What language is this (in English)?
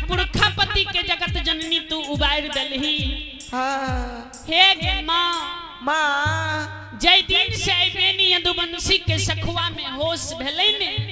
Maithili